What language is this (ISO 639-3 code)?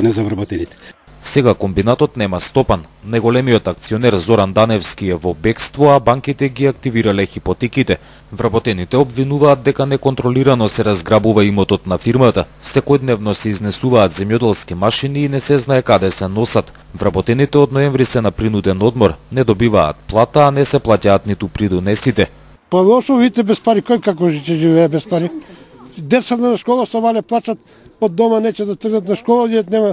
mkd